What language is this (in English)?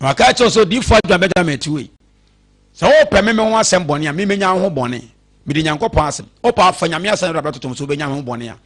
Akan